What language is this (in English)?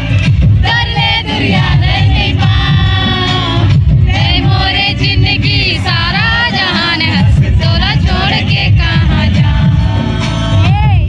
Chhattisgarhi